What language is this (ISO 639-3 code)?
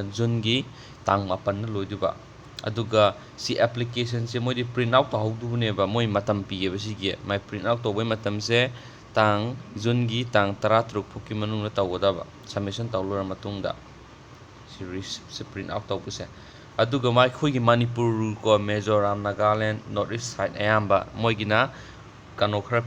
mni